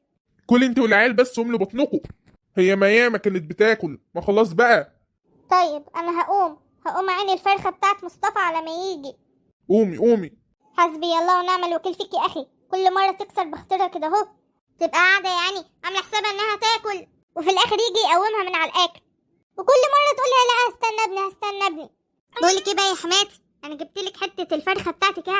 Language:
Egyptian Arabic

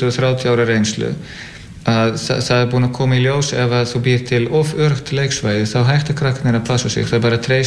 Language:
Icelandic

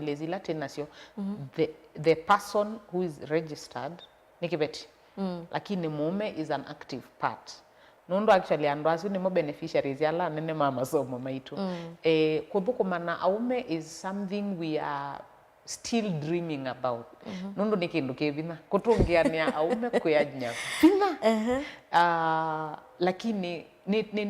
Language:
Kamba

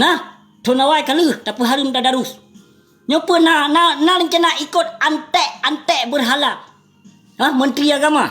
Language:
Achinese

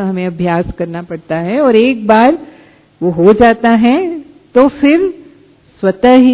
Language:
Hindi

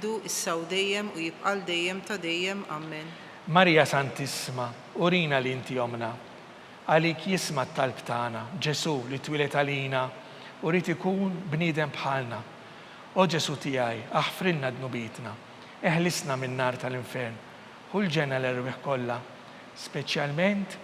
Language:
Maltese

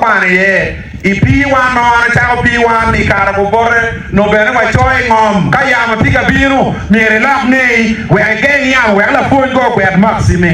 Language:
Acoli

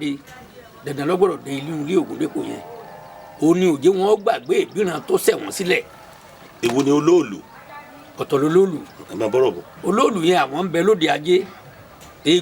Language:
Yoruba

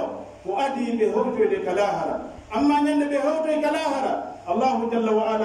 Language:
Pular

